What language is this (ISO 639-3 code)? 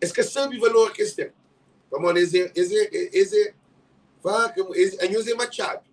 kea